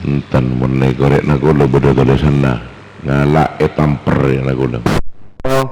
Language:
Madurese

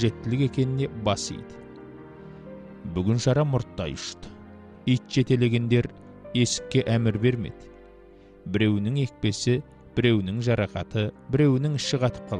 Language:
Kazakh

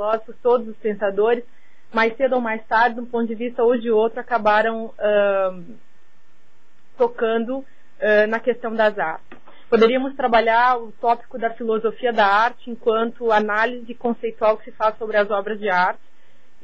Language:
Portuguese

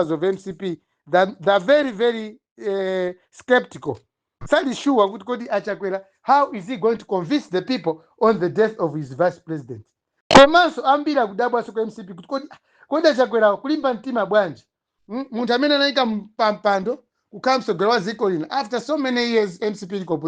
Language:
Nyanja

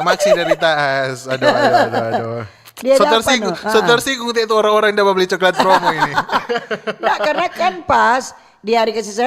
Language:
Manado Malay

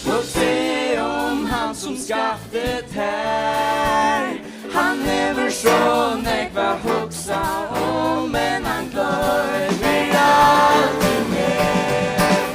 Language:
Faroese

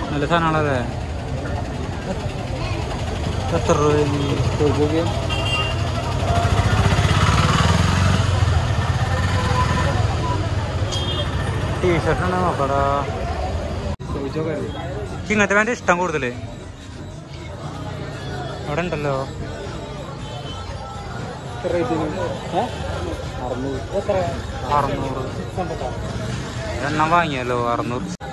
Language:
Malayalam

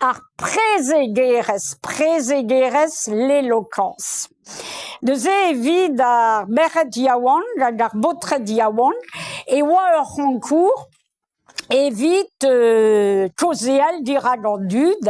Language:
Breton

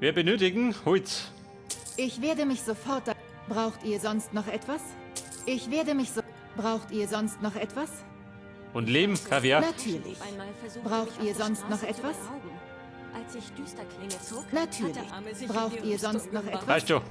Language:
Bavarian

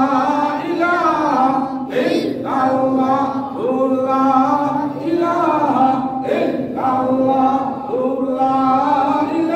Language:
Sylheti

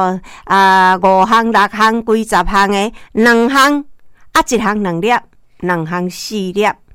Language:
Min Nan Chinese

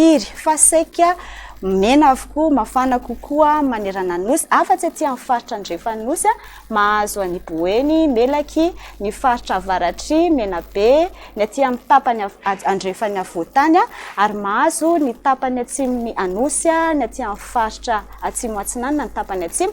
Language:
Malagasy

